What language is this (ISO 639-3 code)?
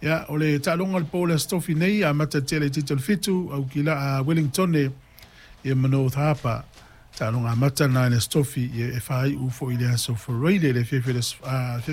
smo